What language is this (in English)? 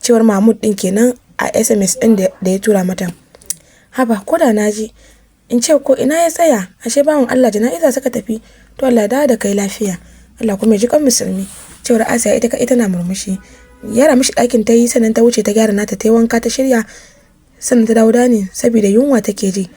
Hausa